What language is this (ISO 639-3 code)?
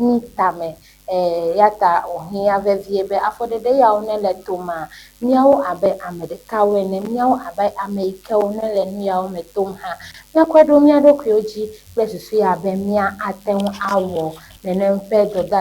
ewe